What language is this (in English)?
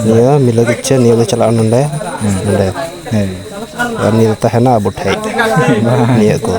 Santali